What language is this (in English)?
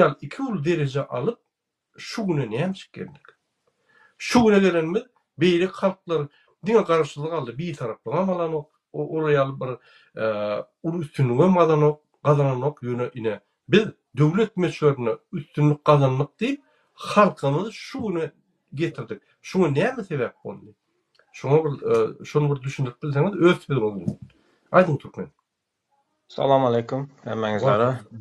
Turkmen